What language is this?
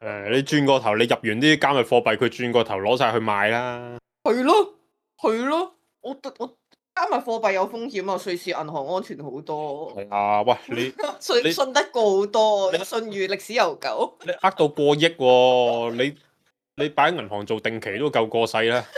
Cantonese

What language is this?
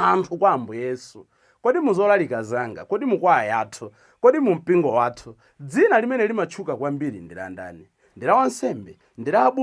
Nyanja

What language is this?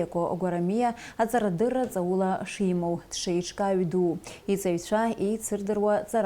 Abkhazian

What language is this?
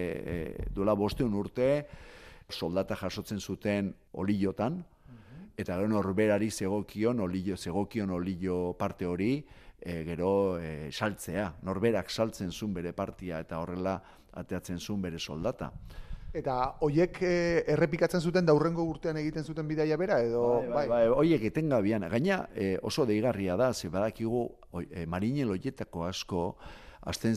Basque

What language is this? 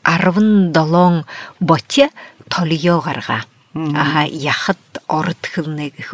Buriat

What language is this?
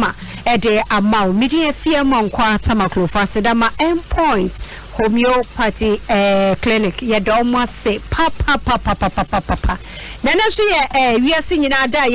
Akan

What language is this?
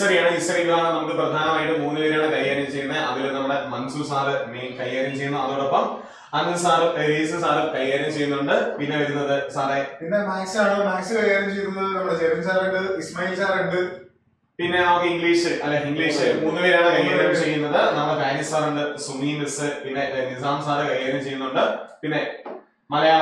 Malayalam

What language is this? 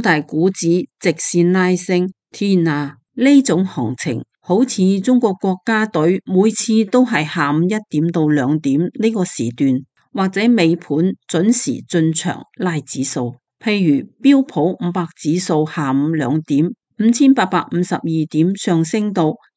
Cantonese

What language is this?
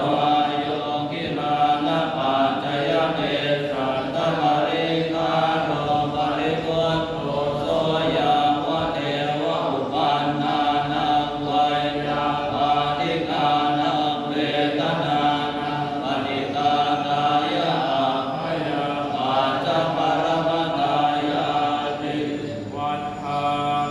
Pali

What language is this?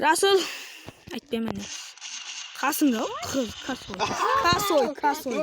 Kara-Kalpak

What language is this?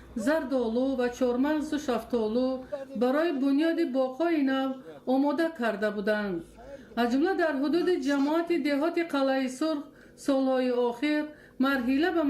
Tajik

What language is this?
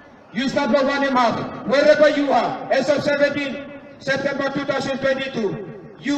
Tok Pisin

